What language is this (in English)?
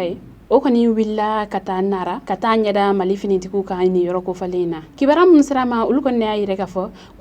Bambara